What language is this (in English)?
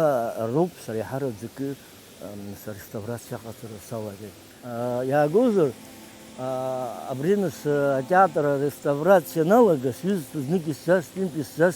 Abkhazian